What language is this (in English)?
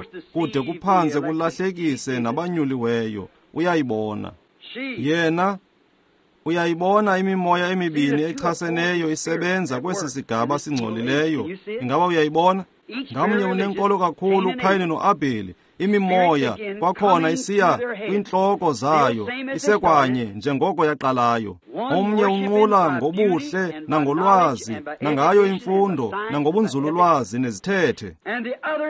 Xhosa